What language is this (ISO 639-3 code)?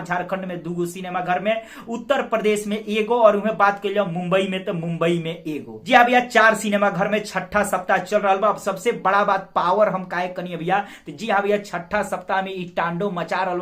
bho